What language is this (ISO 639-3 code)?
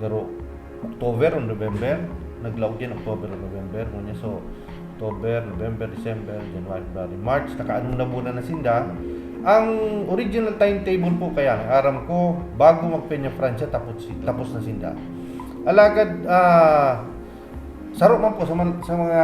bik